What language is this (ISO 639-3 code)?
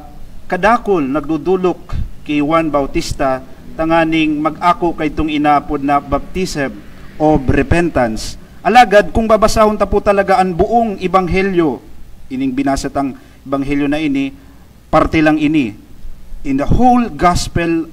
bik